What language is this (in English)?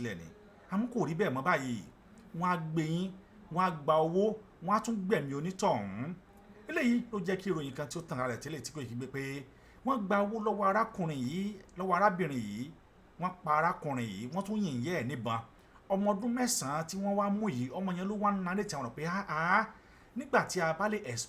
Yoruba